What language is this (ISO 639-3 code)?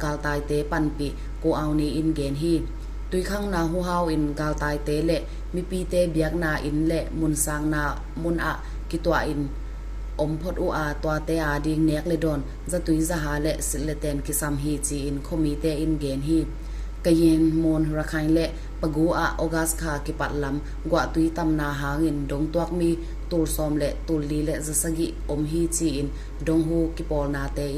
ctd